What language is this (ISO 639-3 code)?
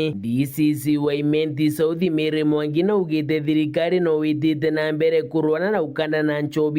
mer